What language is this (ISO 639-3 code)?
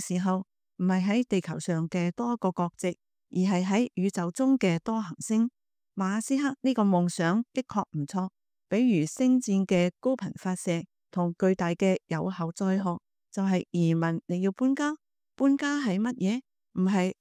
yue